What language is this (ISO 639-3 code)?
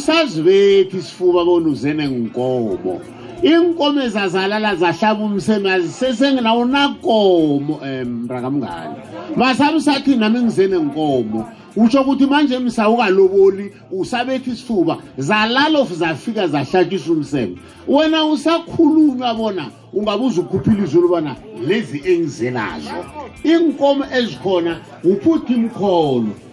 nbl